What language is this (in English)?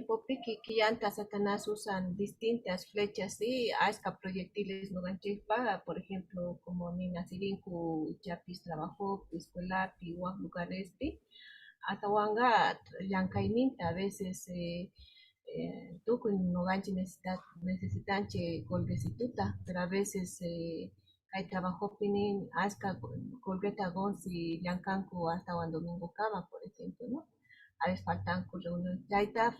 South Bolivian Quechua